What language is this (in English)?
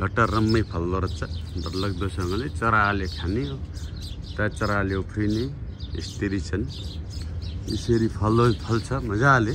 Nepali